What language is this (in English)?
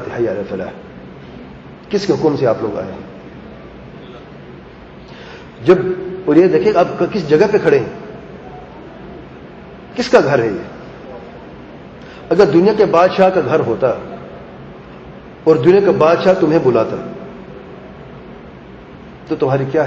Urdu